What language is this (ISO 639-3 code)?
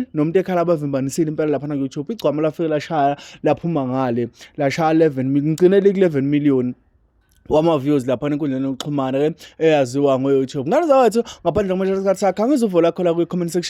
zul